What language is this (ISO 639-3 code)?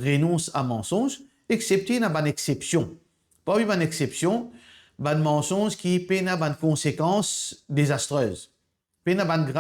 mfe